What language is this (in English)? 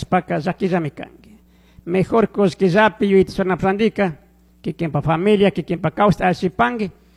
Chimborazo Highland Quichua